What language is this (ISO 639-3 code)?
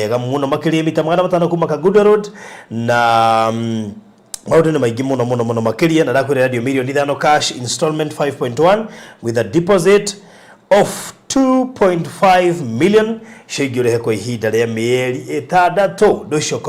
kik